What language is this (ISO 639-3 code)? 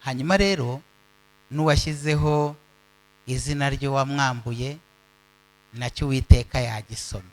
kin